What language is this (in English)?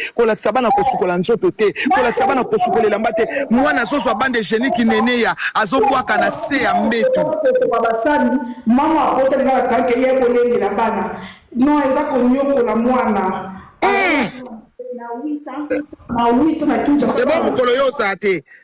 Lingala